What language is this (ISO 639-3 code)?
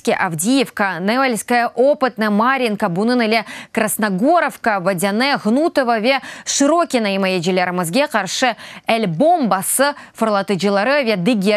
crh